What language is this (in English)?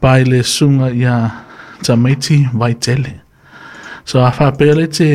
Samoan